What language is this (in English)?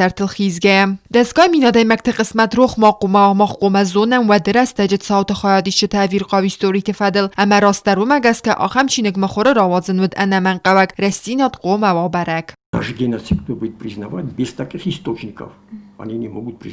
Ossetic